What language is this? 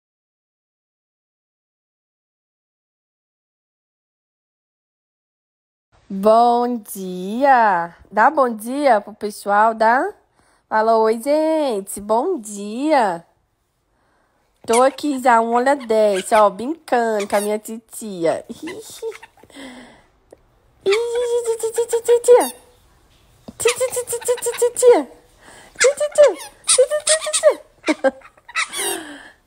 Portuguese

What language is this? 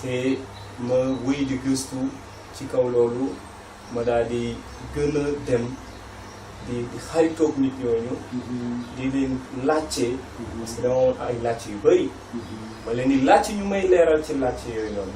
Wolof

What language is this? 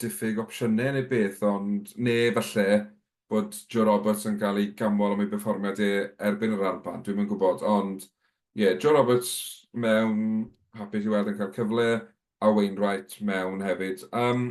Welsh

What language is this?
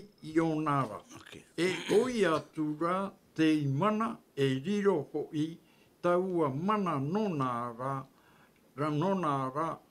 Tahitian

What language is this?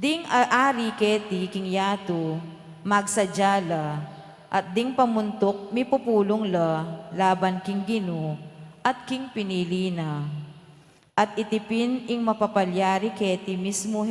Pampanga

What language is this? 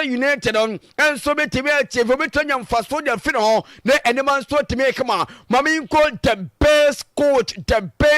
Akan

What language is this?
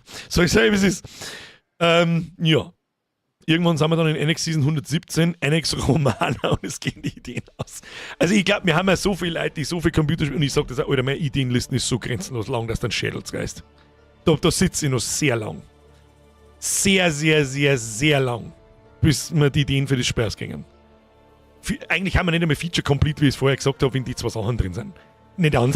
Bavarian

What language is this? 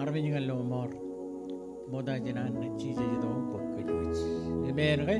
Marshallese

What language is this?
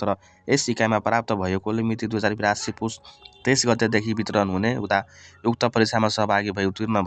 Nepali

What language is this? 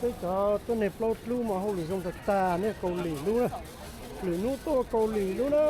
Hmong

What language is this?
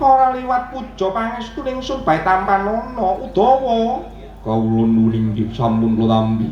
Javanese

